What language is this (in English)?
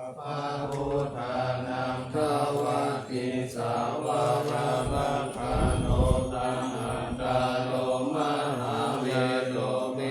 Pali